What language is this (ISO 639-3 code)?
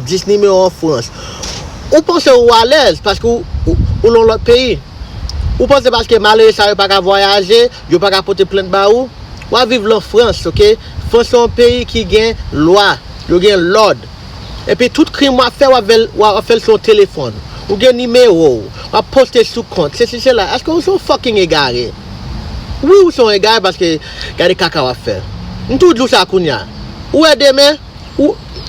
hat